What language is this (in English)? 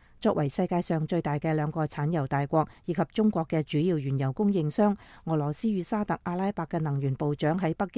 Cantonese